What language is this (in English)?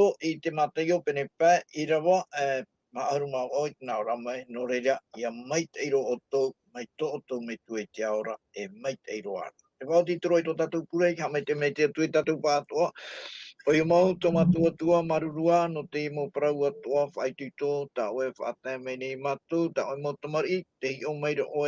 Tahitian